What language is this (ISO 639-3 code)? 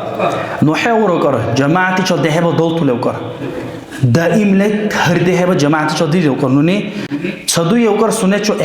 dar